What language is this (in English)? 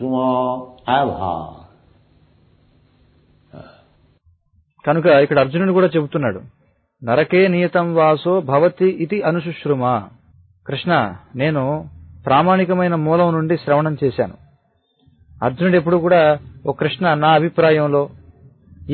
Telugu